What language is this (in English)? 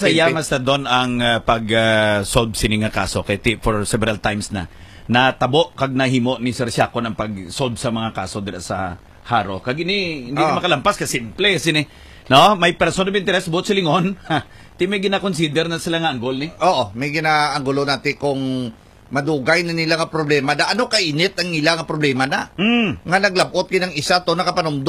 Hiligaynon